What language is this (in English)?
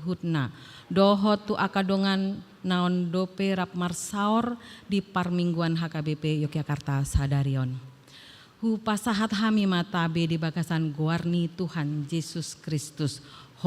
Batak Toba